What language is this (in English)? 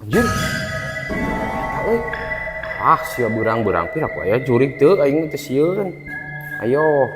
Sundanese